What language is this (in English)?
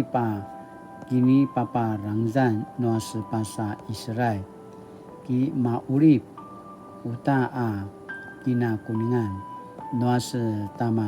Paiwan